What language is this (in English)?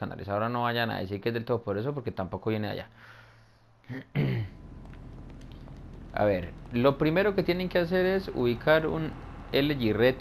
Spanish